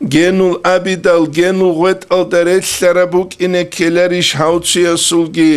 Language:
Avaric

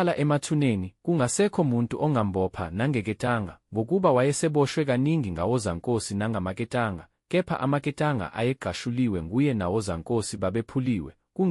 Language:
Zulu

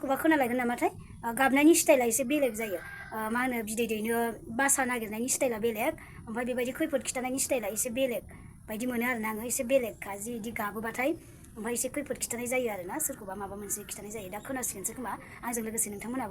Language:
Bodo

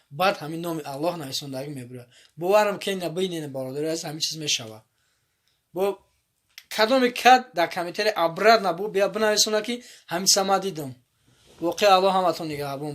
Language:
Tajik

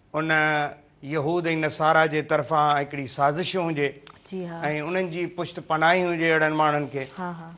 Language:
Sindhi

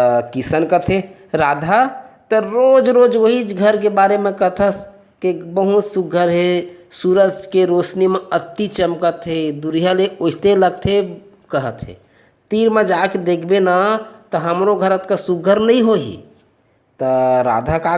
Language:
Chhattisgarhi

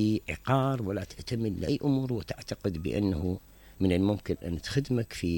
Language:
Mesopotamian Arabic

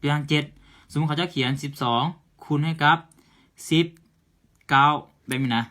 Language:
Lao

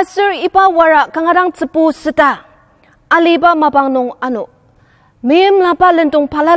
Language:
Ao Naga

